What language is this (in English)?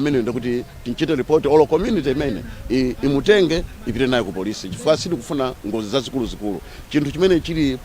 Nyanja